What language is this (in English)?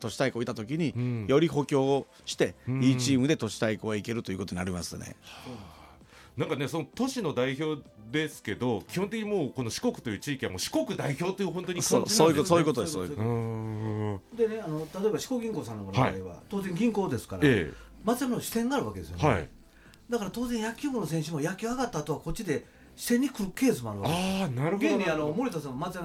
Japanese